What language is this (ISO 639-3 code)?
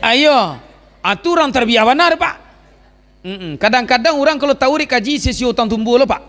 min